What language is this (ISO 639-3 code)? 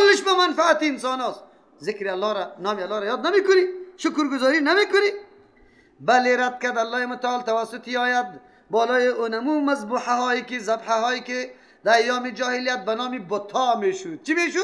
fas